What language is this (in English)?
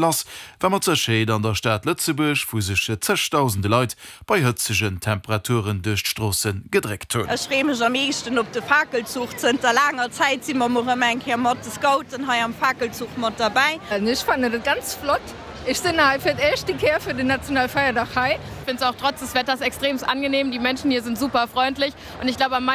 Luxembourgish